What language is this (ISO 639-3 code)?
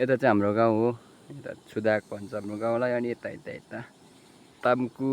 nep